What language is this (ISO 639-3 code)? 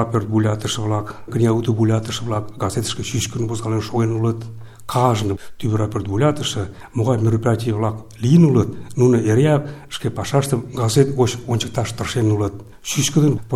chm